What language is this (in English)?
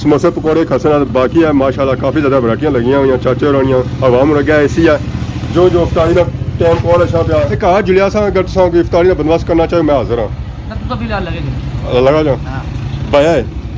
Pahari-Potwari